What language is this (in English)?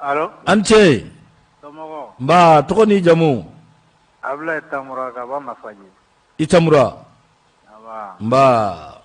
Bambara